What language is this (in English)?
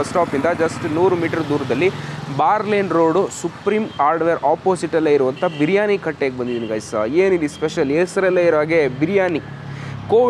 Kannada